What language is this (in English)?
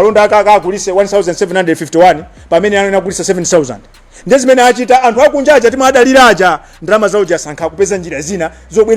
Nyanja